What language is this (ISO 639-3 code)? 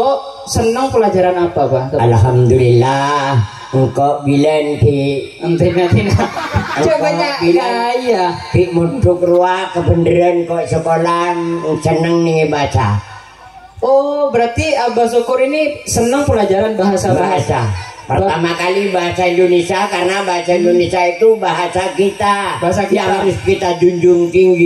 mad